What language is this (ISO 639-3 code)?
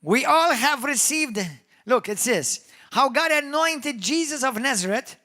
eng